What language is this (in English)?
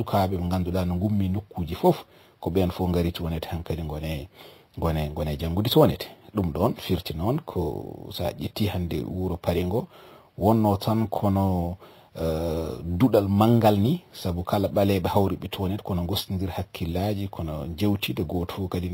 Fula